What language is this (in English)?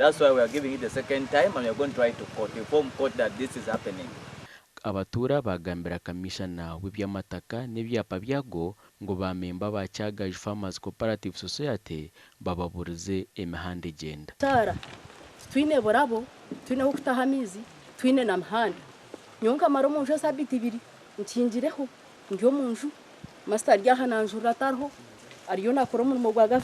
Nyankole